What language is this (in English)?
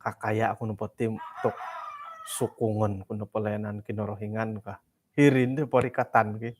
Central Dusun